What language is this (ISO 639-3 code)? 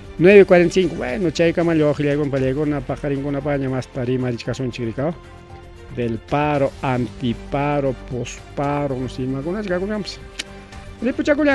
quy